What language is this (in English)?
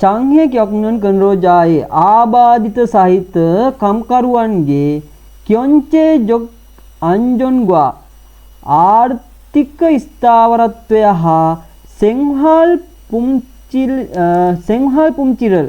Sinhala